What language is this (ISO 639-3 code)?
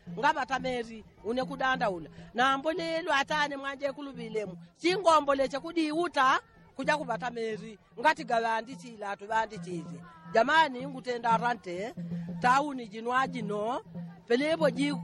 yao